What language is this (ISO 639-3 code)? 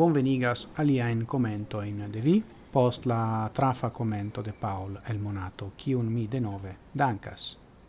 epo